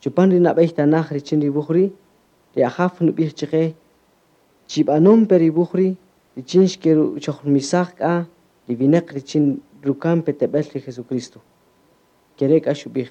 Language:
Kaqchikel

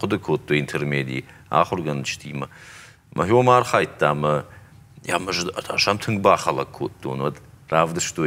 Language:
Ossetic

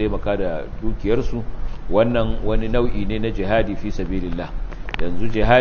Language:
Hausa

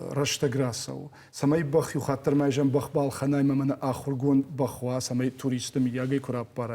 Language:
Ossetic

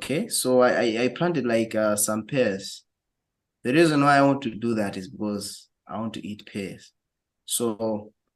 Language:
English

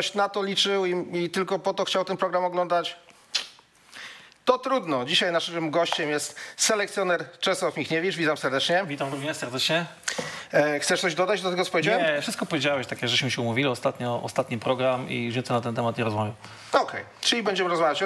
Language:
Polish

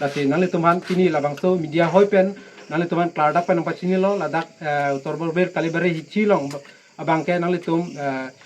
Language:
Karbi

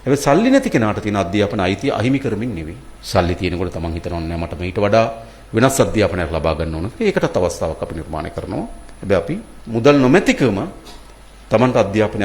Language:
Sinhala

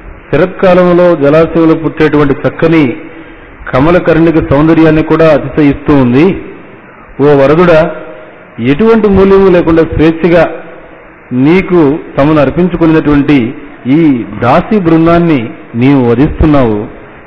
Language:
Telugu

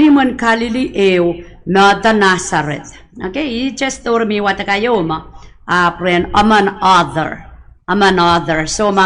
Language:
Pohnpeian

